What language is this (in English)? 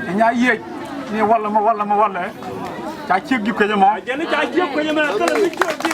Nuer